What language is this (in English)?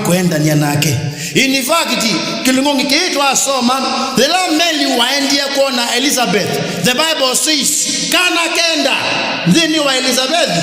Kamba